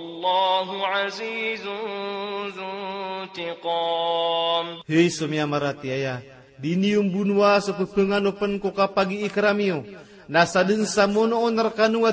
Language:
Maranao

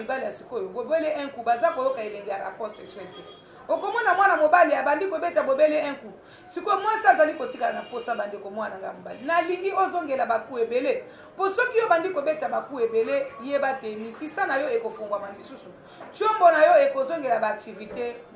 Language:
Lingala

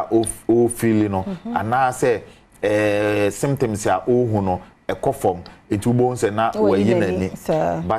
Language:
Akan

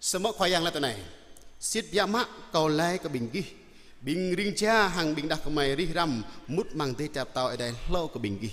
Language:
Jarai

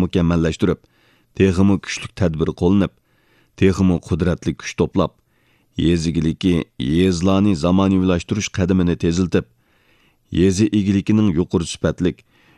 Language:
Uyghur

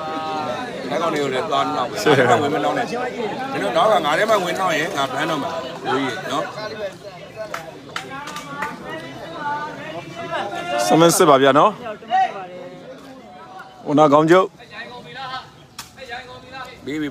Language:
Burmese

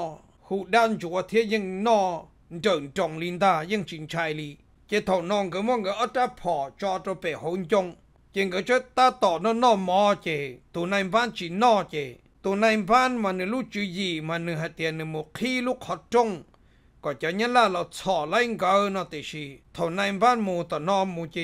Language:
Vietnamese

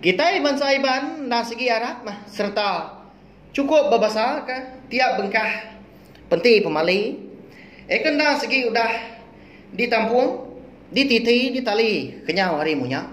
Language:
Iban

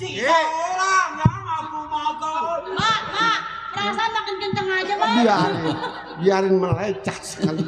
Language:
Betawi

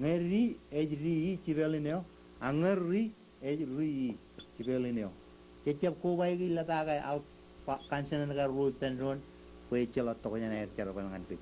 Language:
Marshallese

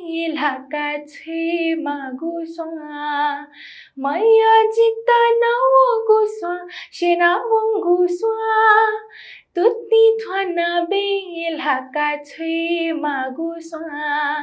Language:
Newari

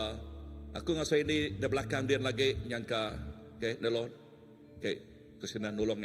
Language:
Iban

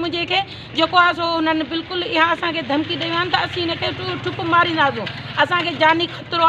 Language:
Sindhi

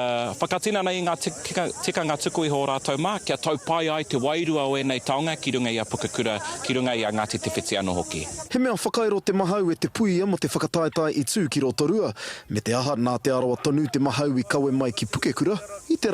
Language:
Māori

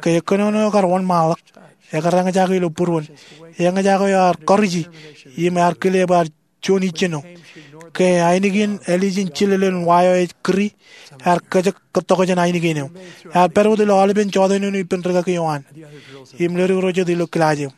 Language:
Marshallese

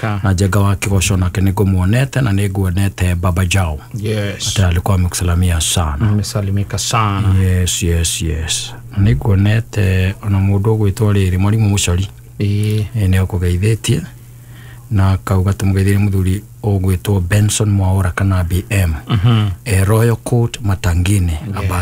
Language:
Kikuyu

